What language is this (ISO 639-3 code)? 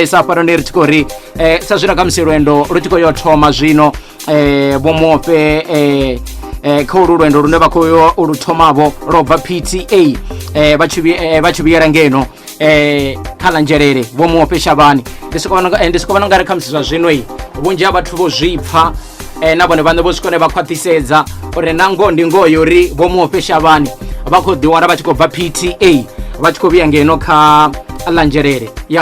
ven